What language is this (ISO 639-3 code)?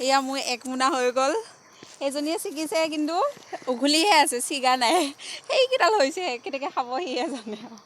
asm